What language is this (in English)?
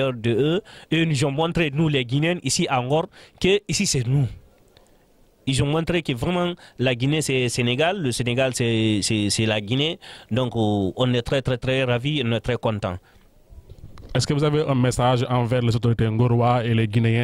French